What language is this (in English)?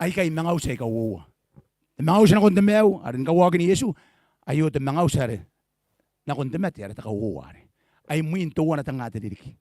Gilbertese